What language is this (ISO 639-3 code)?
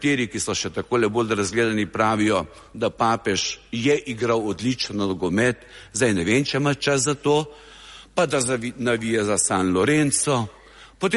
slv